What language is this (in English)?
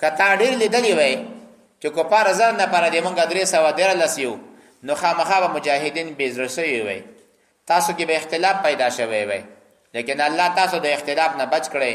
Pashto